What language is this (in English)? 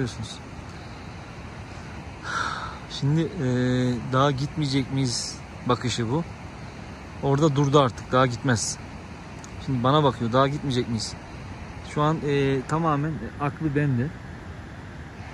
Turkish